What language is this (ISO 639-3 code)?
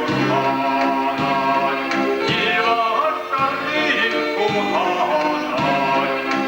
chv